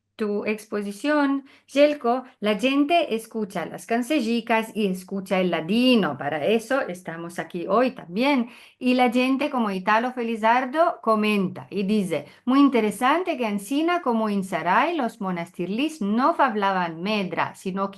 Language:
Ladino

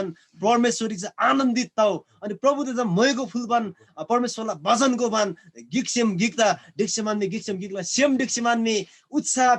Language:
Eastern Tamang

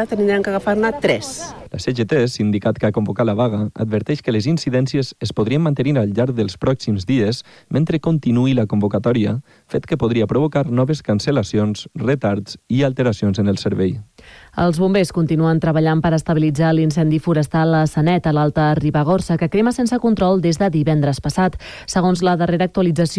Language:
Catalan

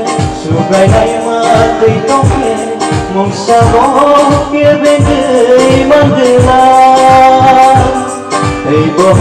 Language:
Kok Borok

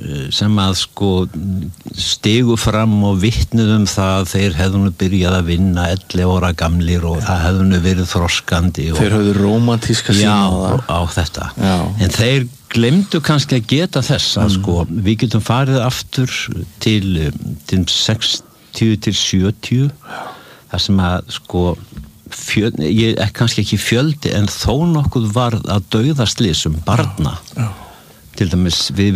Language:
Icelandic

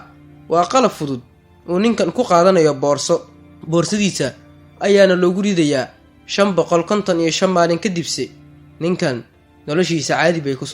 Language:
Somali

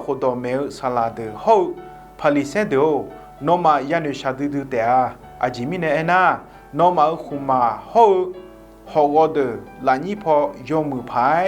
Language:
Akha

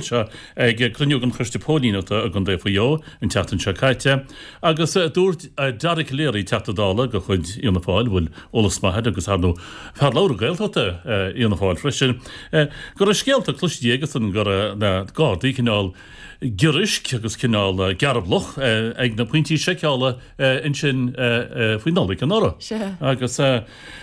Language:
Irish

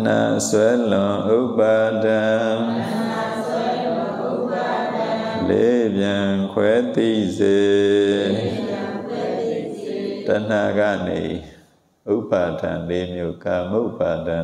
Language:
Burmese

